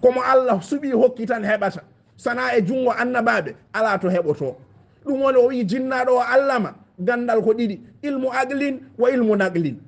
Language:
Fula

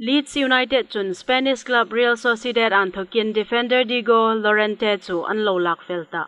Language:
Hmar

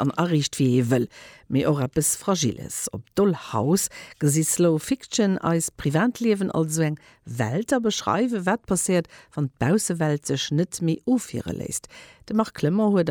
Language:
Luxembourgish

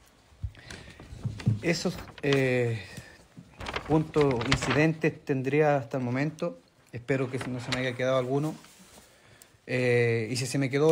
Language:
Spanish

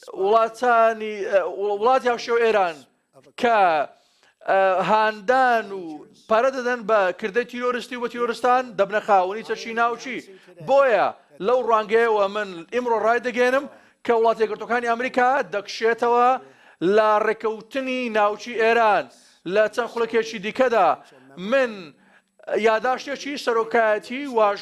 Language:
Central Kurdish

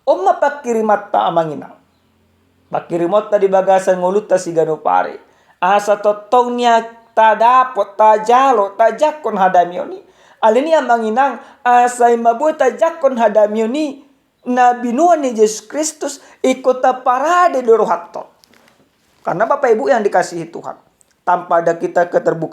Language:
Batak Toba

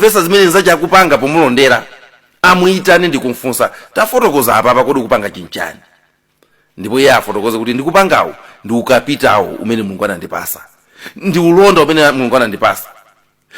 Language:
Nyanja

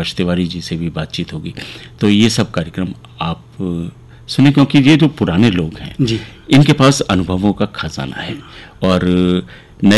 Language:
Hindi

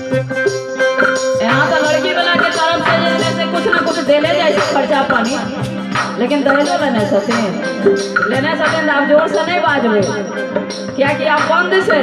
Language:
Maithili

